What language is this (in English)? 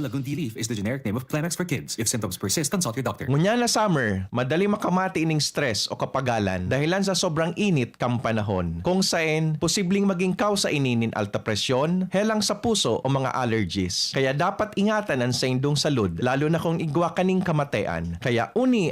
Bikol